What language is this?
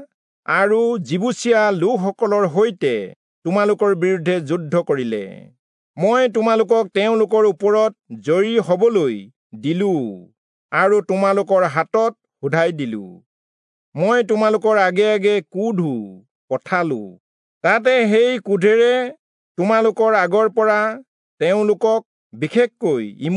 Assamese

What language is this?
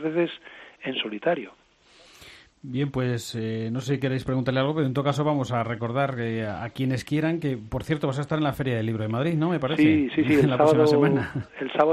Spanish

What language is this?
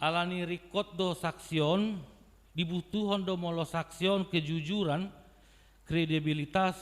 Batak Toba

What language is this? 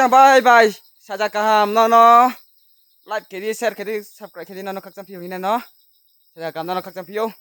Riang (India)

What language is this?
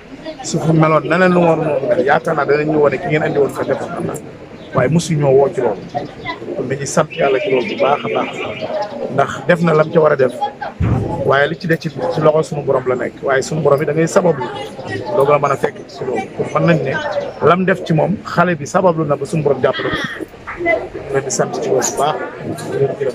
Wolof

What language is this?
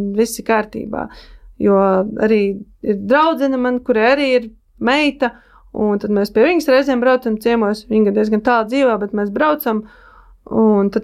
Latvian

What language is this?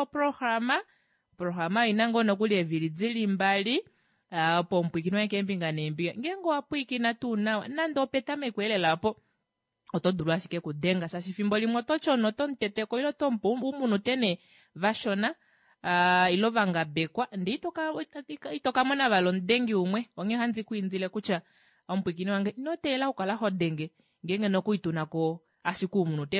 Kuanyama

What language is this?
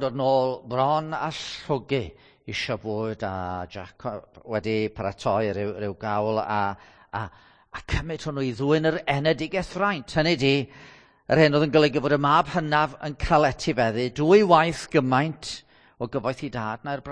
Welsh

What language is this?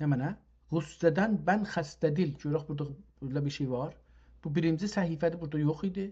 South Azerbaijani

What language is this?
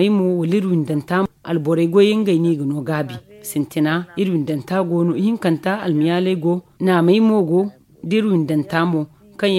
Zarma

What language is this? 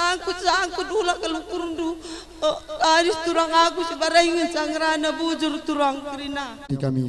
Batak Karo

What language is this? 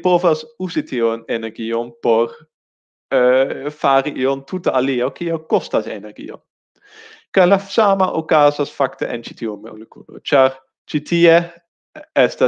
Esperanto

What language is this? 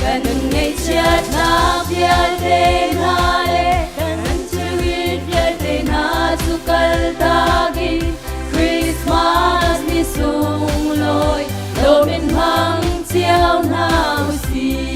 Hakha Chin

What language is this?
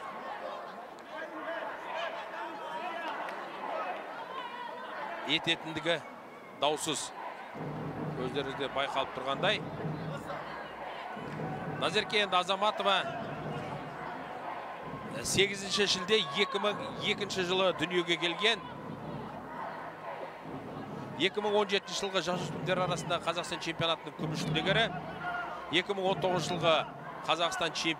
Kazakh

